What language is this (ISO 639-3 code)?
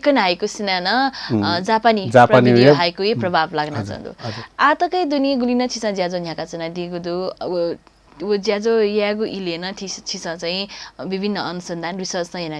new